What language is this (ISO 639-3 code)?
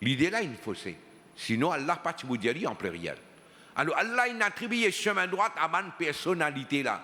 mfe